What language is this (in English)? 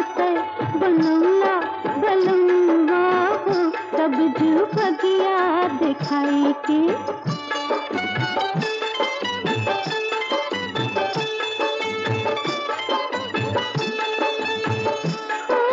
Bhojpuri